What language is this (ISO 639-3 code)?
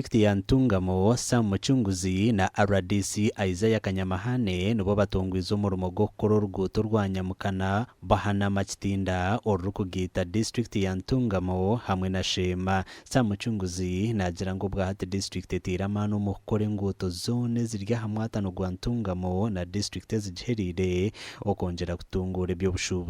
nyn